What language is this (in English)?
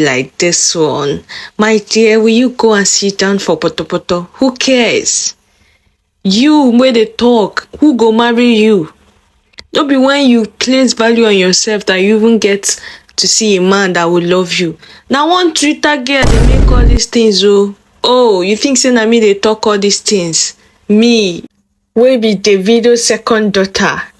Nigerian Pidgin